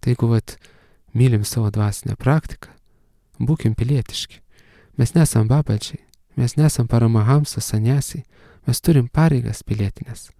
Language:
Lithuanian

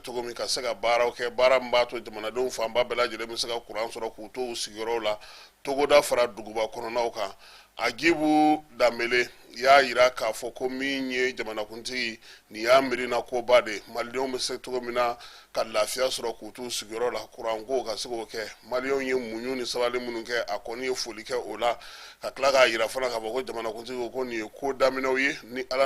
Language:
Bambara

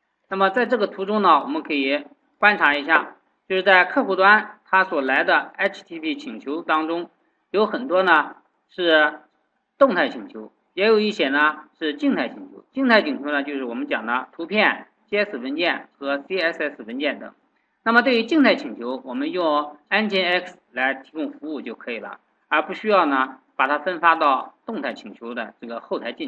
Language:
Chinese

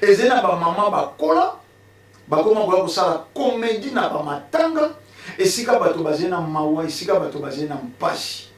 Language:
Lingala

